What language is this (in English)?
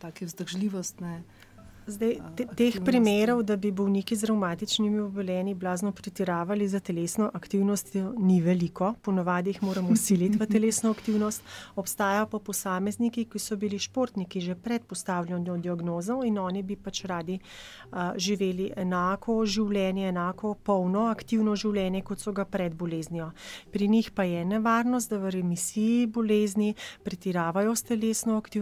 Slovenian